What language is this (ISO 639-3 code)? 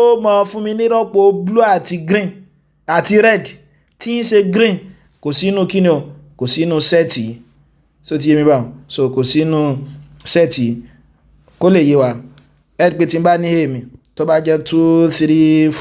yor